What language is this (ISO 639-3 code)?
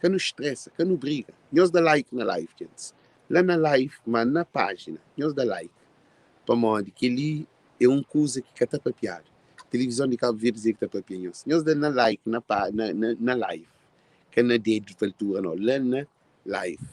kea